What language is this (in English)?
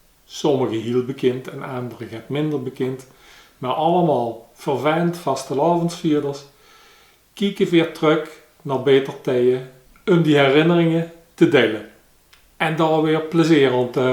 Limburgish